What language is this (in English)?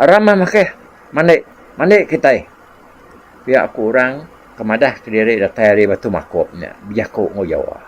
Iban